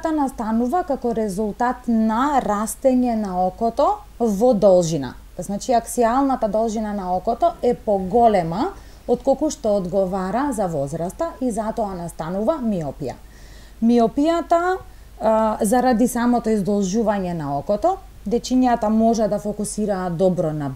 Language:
Macedonian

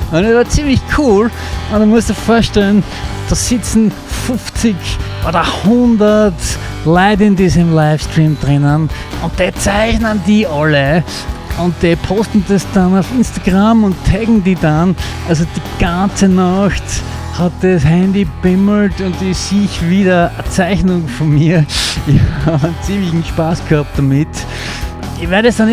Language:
Bavarian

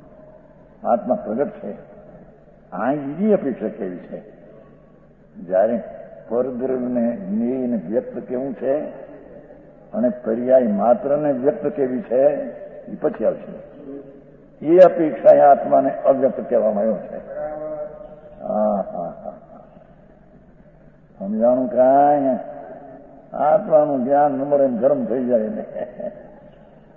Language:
Gujarati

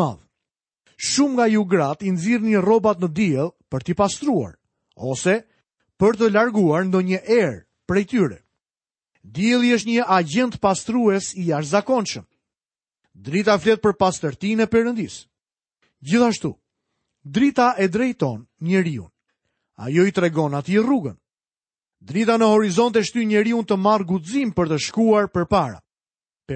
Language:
Albanian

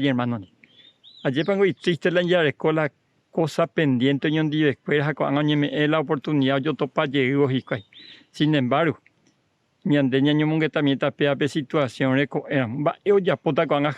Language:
Guarani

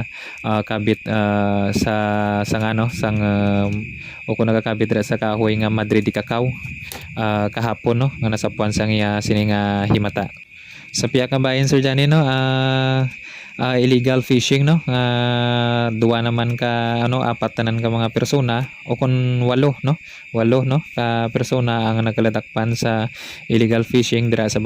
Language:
Hiligaynon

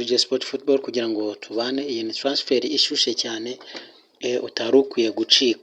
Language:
Kinyarwanda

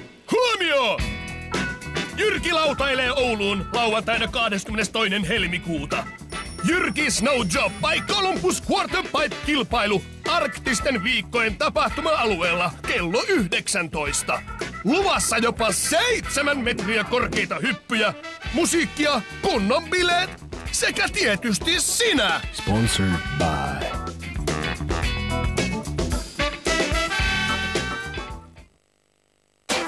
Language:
Finnish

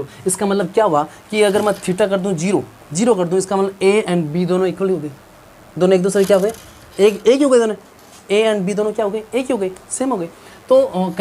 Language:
Hindi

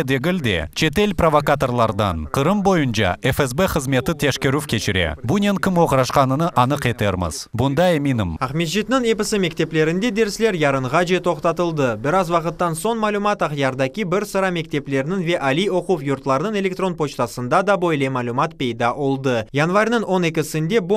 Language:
Crimean Tatar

